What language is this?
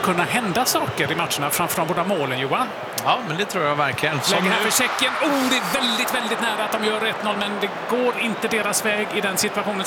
Swedish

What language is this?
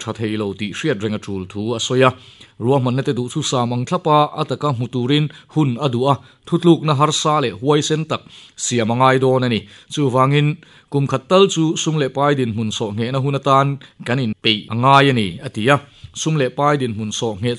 Mizo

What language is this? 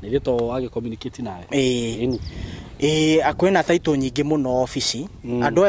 Kikuyu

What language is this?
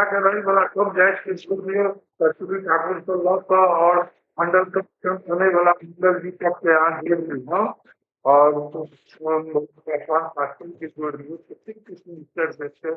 Maithili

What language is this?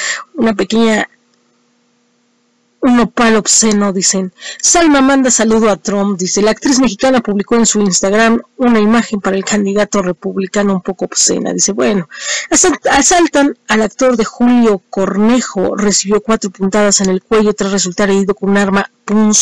Spanish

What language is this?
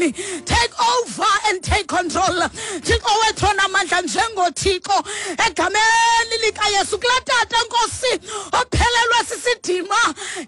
Xhosa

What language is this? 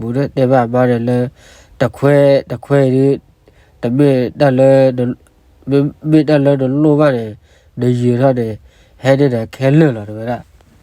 S'gaw Karen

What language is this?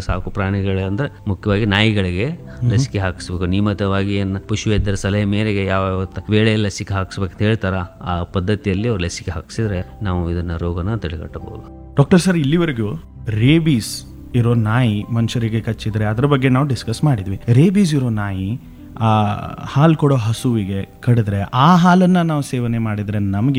Kannada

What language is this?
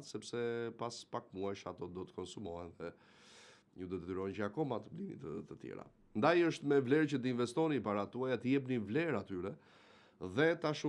Albanian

